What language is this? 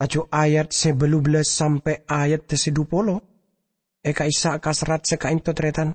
Madurese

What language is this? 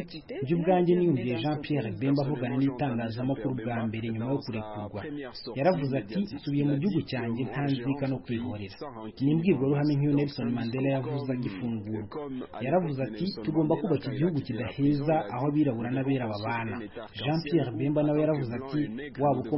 Kinyarwanda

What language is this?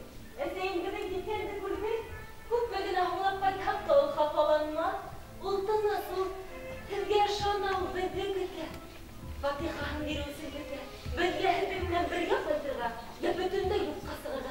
Bashkir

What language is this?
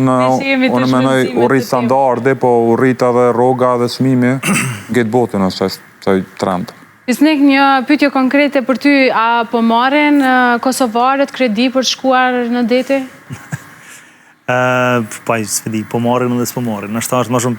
Albanian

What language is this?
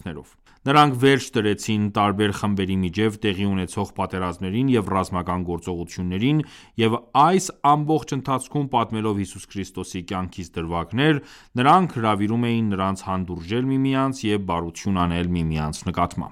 Armenian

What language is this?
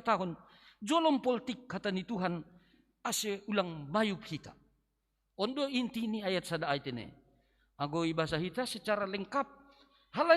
Batak Simalungun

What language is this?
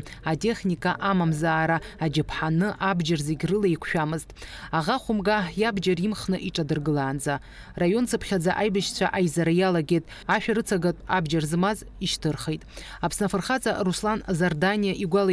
Abkhazian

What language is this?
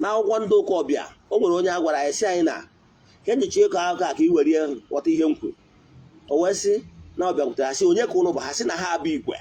Igbo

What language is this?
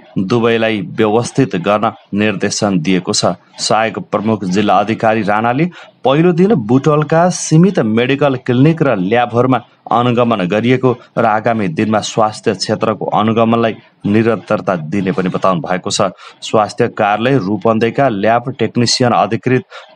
Nepali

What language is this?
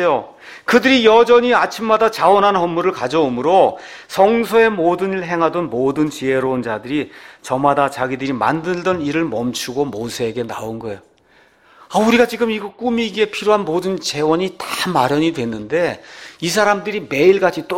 Korean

